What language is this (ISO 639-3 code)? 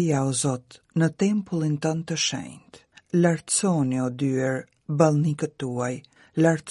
sqi